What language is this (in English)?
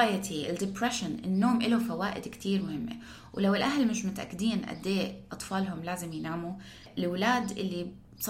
North Levantine Arabic